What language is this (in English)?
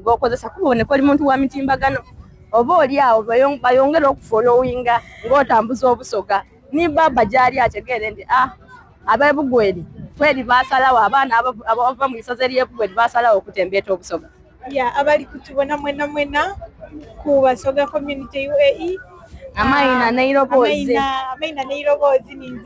Soga